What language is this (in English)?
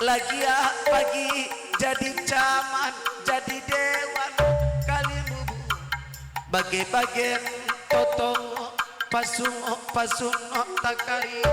Batak Karo